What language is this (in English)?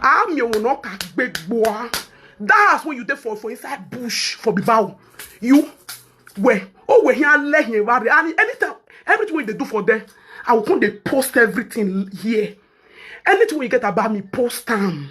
Nigerian Pidgin